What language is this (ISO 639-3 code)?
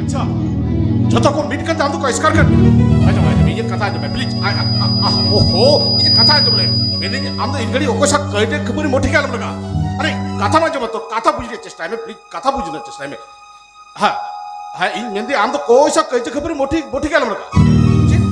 sat